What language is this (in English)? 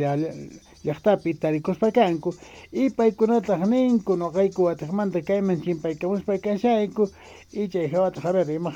Quechua